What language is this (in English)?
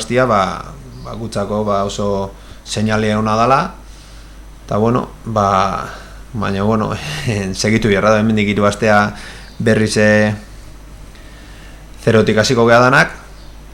Basque